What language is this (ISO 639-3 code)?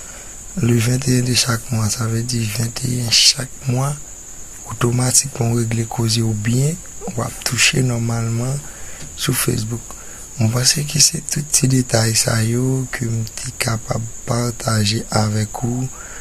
hat